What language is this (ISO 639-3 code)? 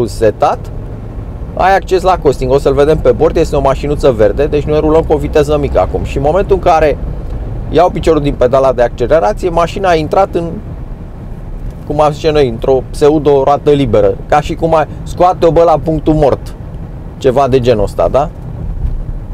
ron